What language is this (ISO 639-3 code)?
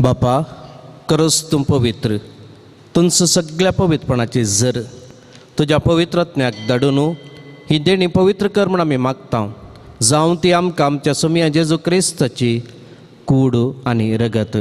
kok